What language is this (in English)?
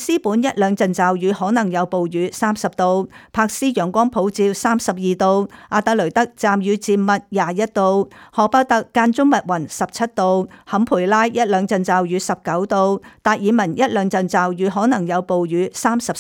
Cantonese